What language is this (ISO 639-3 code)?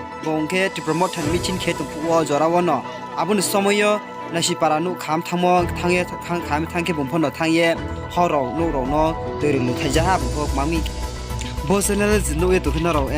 ria